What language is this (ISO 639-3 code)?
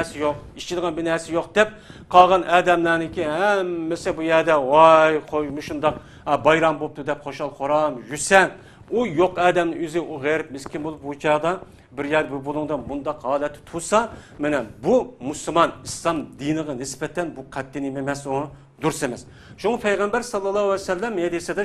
uig